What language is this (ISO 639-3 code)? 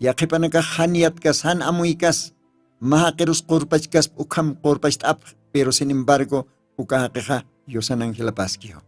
aym